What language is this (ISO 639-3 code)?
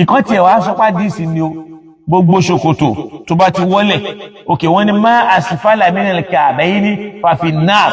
yor